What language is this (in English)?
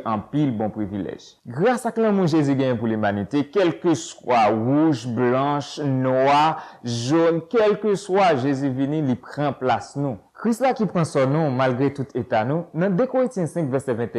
Haitian Creole